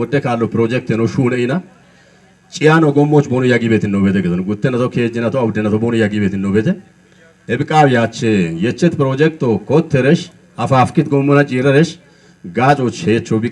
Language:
Kafa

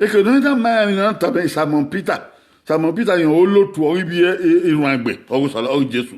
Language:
Bini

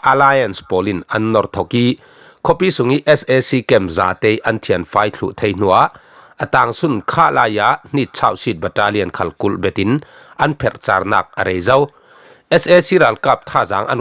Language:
Falam Chin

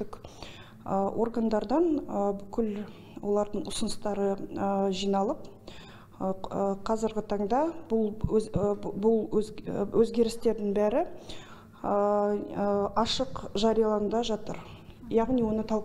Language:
Kazakh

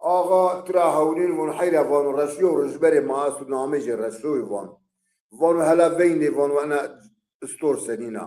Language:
Zaza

